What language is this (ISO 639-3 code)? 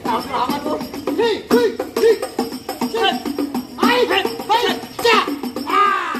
bew